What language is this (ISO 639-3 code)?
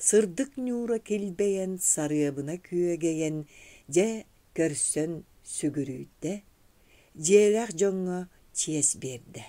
sah